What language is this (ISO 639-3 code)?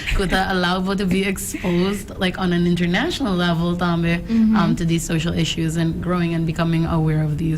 pap